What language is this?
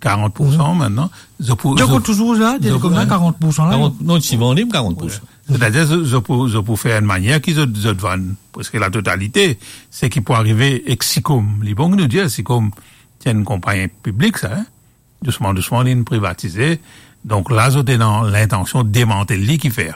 Morisyen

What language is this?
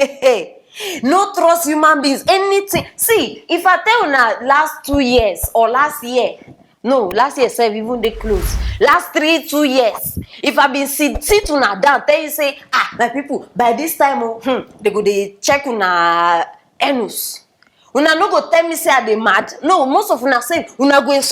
Nigerian Pidgin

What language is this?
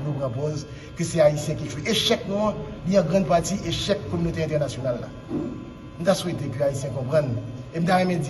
Haitian Creole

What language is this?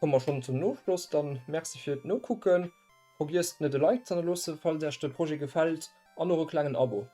Luxembourgish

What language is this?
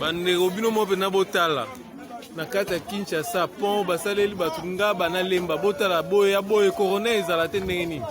Lingala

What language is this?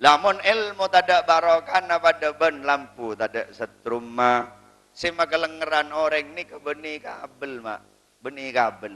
Madurese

